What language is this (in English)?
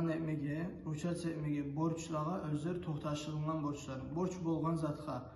Kumyk